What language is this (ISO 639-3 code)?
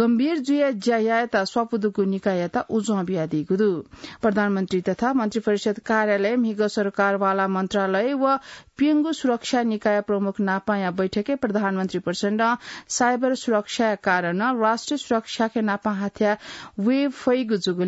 new